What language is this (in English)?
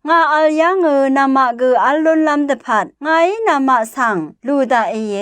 Rawang